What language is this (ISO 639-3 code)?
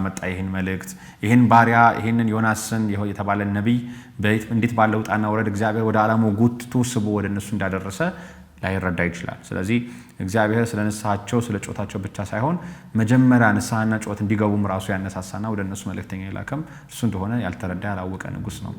amh